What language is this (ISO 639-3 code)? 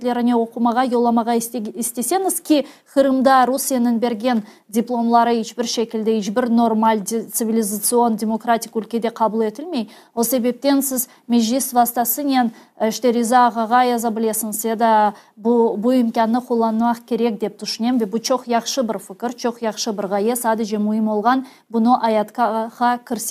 crh